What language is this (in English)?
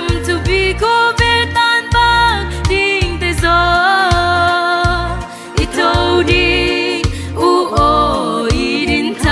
Tedim Chin